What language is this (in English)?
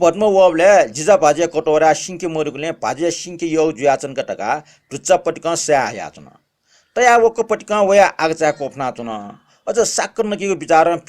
Newari